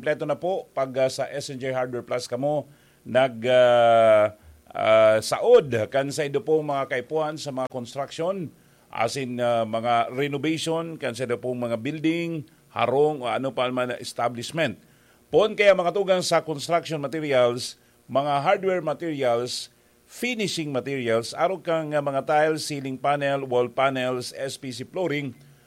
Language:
Bikol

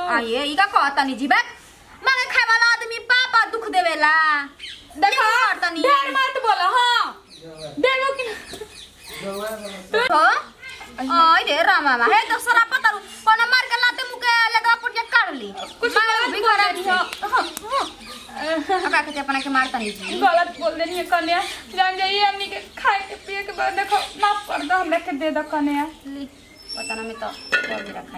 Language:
Bhojpuri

